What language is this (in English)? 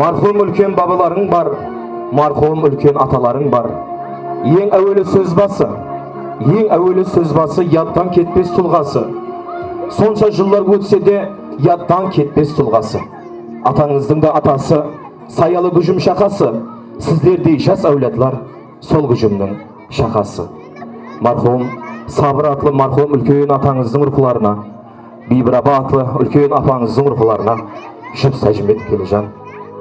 Kara-Kalpak